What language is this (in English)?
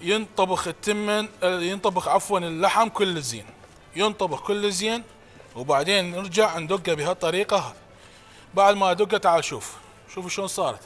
Mesopotamian Arabic